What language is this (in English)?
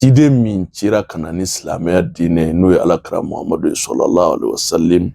Bambara